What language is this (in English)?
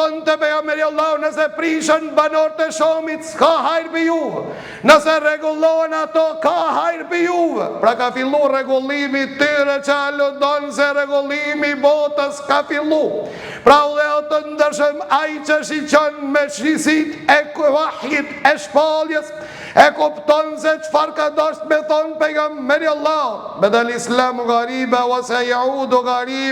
Albanian